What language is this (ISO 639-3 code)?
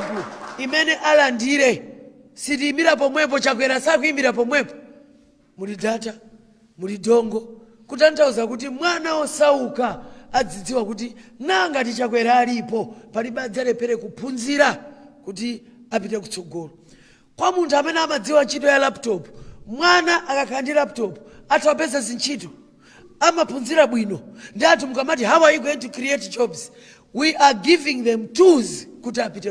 nya